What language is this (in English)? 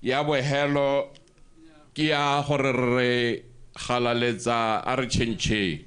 Tswana